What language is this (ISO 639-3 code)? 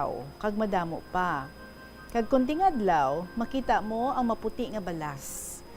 hil